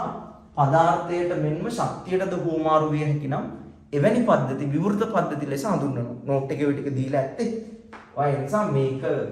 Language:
Sinhala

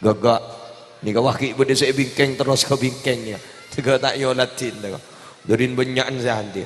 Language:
Madurese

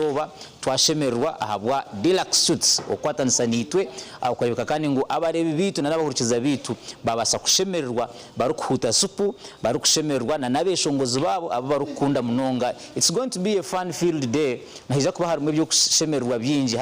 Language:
Nyankole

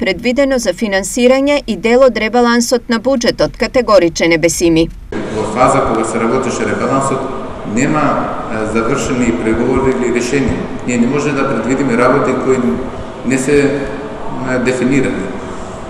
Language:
Macedonian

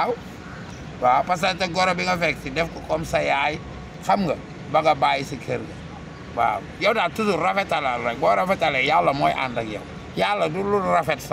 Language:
Wolof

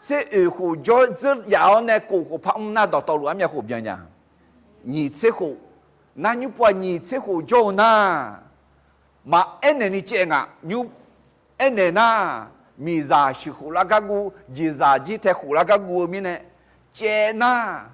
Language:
Akha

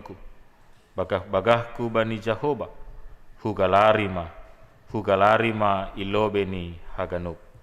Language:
Batak Simalungun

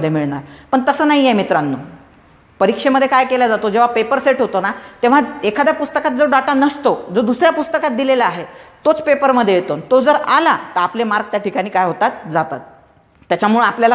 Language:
Marathi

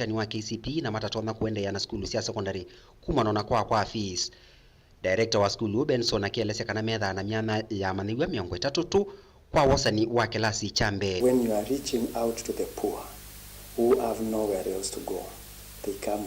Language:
Kamba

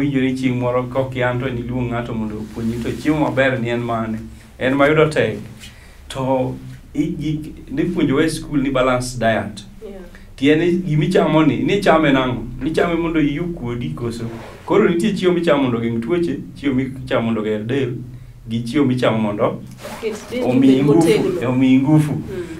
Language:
Luo (Kenya and Tanzania)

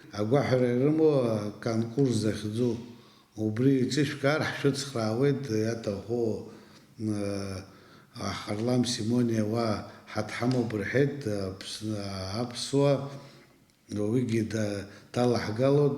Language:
Abkhazian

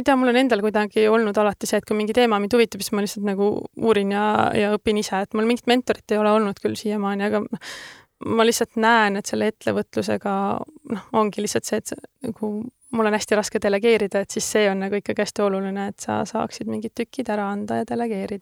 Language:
Estonian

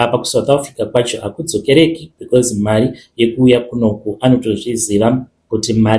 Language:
Shona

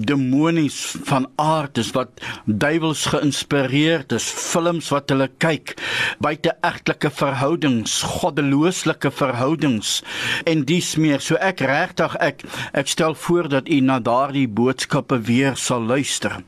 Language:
Afrikaans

